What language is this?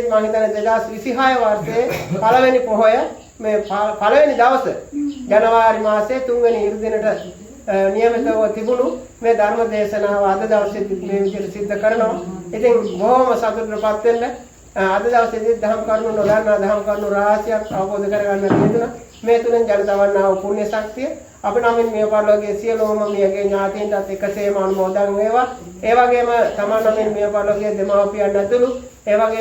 Sinhala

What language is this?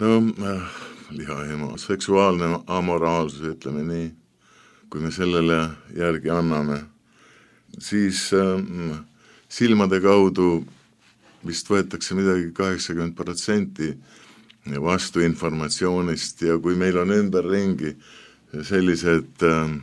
Estonian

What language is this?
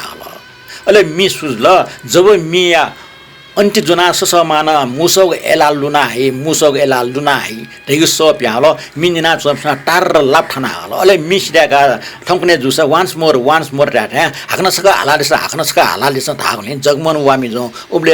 Newari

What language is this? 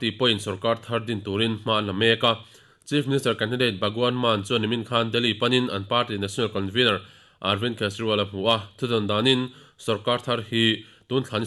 Mizo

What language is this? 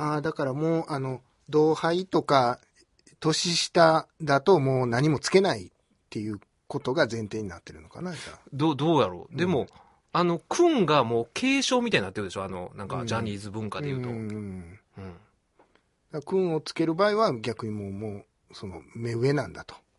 Japanese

